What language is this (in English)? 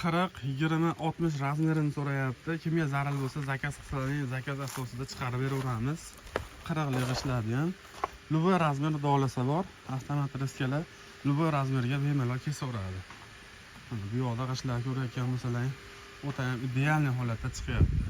Uzbek